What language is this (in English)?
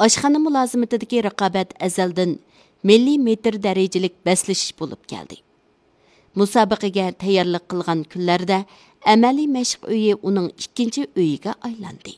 Uyghur